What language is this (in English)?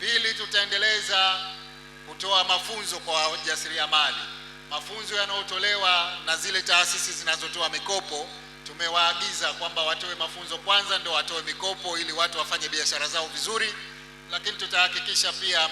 Swahili